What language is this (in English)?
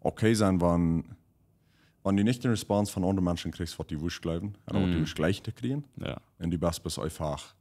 Plautdietsch